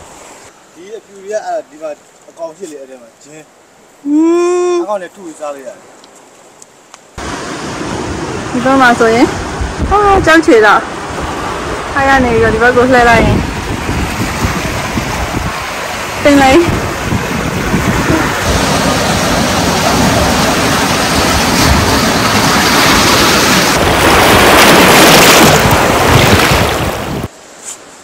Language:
Burmese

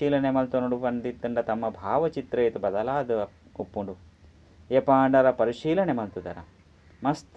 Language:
Tulu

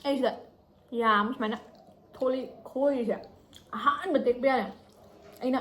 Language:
Manipuri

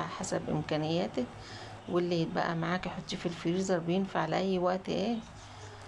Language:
Egyptian Arabic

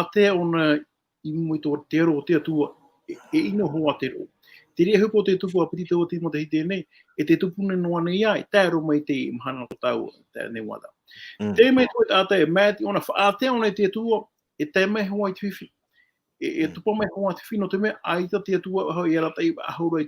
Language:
Tahitian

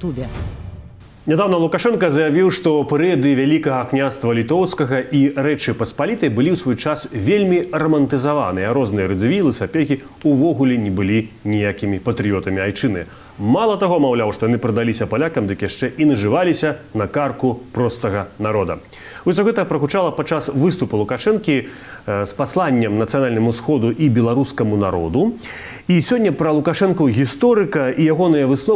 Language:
Belarusian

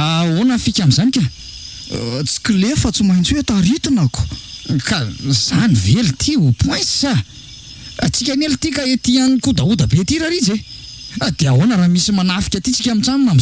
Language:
Malagasy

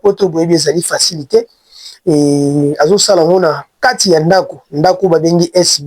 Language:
Lingala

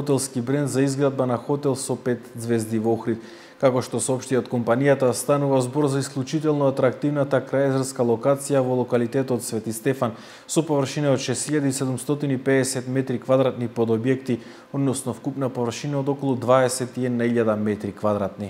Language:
Macedonian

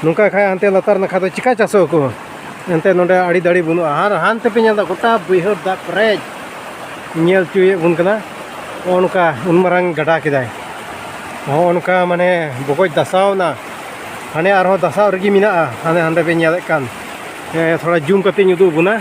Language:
Santali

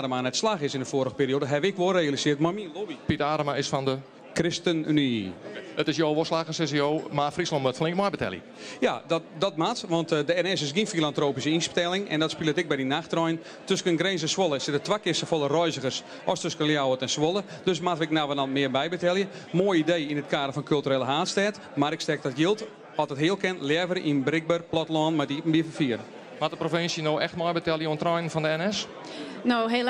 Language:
Western Frisian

